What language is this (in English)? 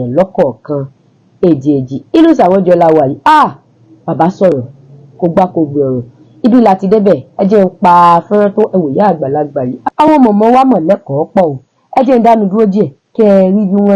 Yoruba